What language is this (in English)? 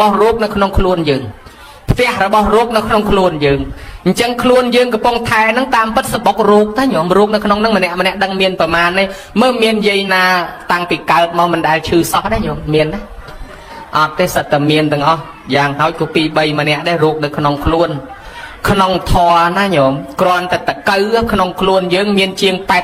Khmer